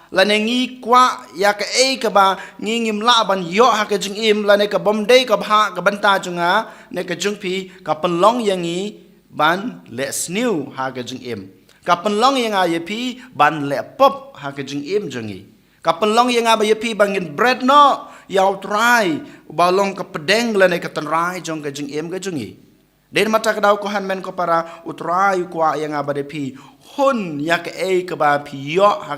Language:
Khasi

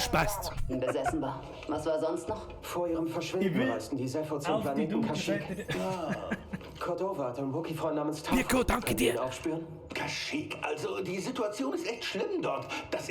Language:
Bavarian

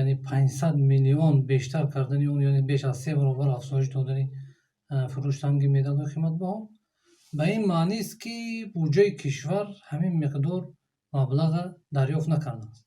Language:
Tajik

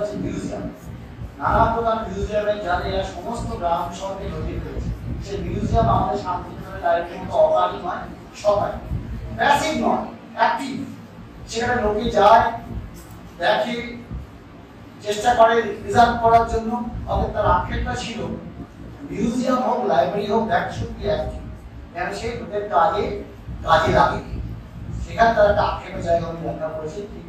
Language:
Bangla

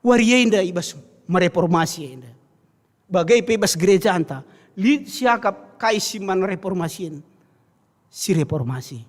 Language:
Batak Karo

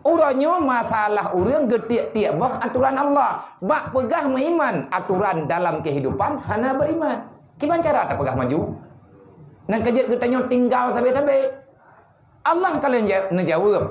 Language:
Achinese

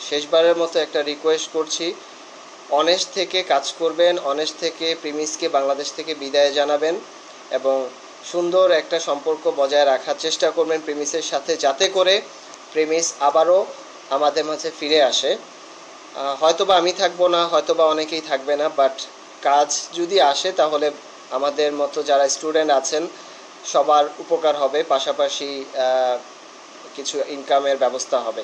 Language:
Bangla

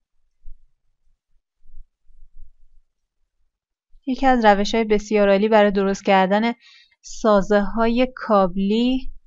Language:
Persian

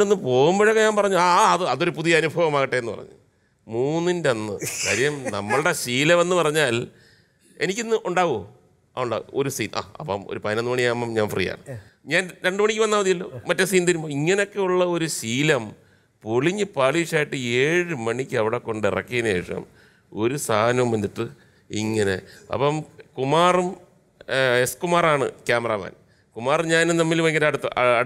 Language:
Malayalam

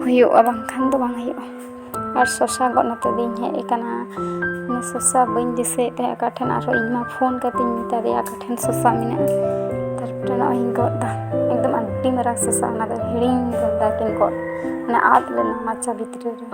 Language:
Santali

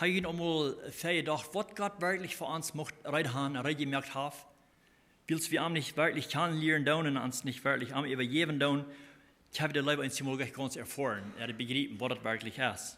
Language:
Plautdietsch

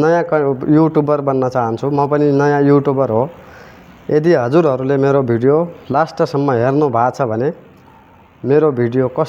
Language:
Nepali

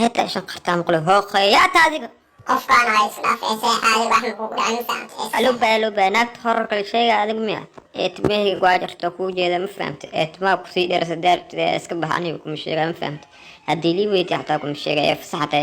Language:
Somali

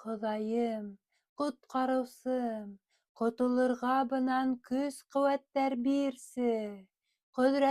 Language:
Bashkir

